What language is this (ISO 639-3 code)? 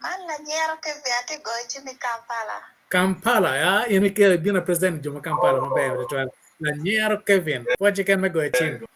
ach